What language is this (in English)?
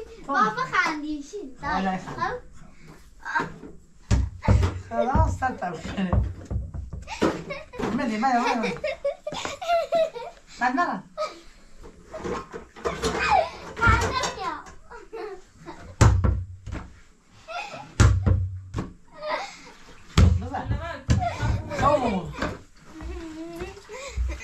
Persian